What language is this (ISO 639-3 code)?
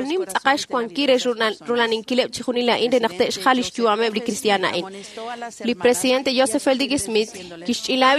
kek